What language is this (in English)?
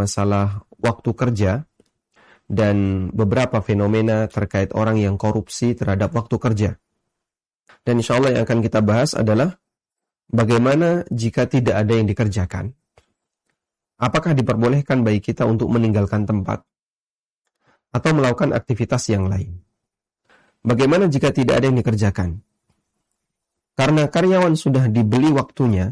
Indonesian